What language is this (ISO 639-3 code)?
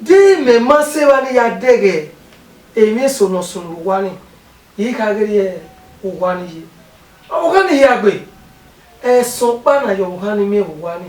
bin